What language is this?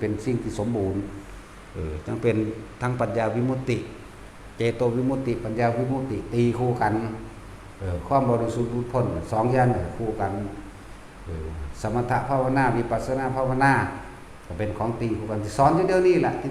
Northeastern Thai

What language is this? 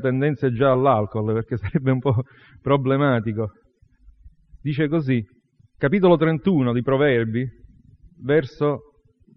Italian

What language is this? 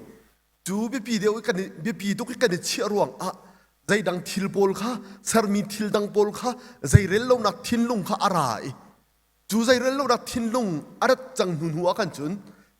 Hakha Chin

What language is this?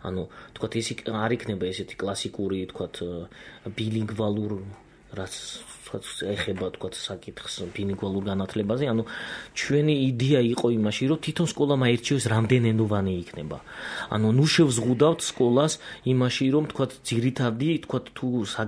Georgian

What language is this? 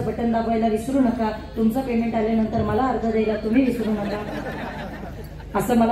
Marathi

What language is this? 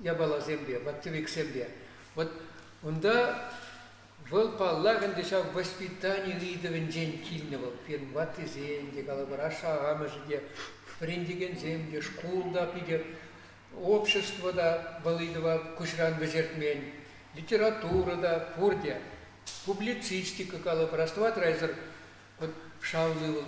Chuvash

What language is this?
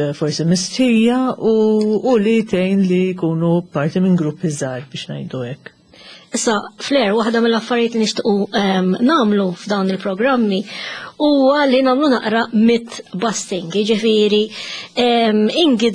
Maltese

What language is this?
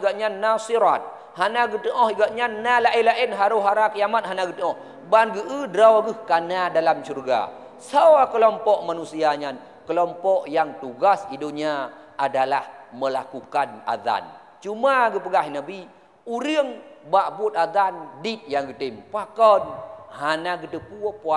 Achinese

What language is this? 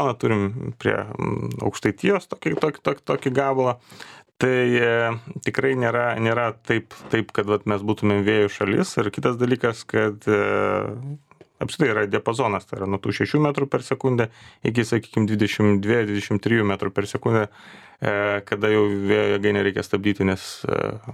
Lithuanian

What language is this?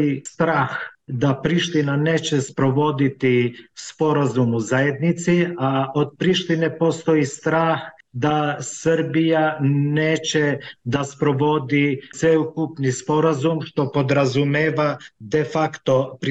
Serbian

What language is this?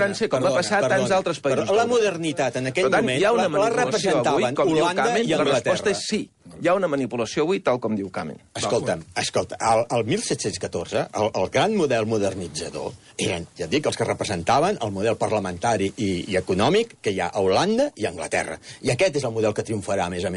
Catalan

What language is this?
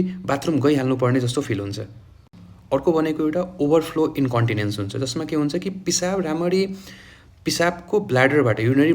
Nepali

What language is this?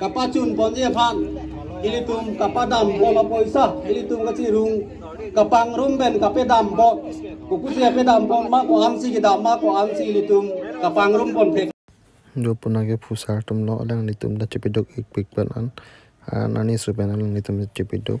Karbi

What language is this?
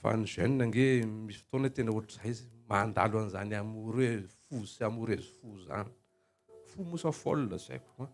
Malagasy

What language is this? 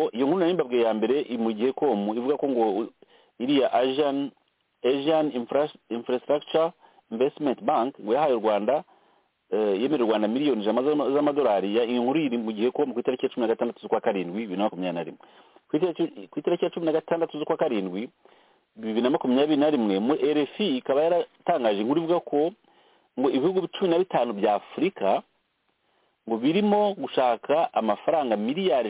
Kinyarwanda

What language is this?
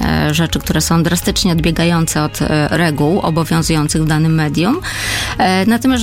Polish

